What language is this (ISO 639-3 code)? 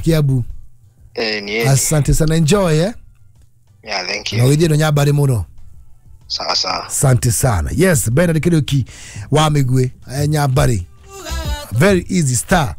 kik